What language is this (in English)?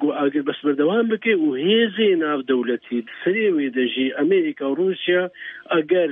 Kurdish